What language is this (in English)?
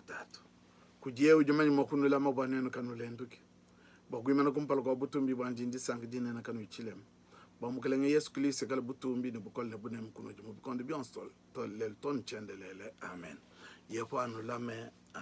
Luba-Lulua